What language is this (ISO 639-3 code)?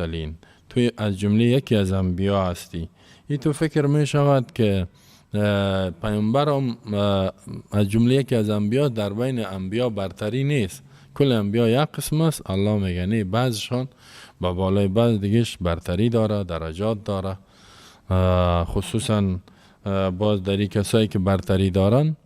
fas